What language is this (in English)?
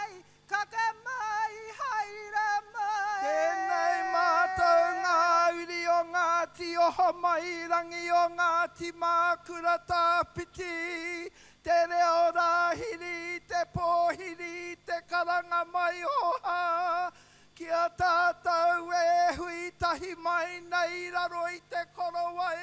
Māori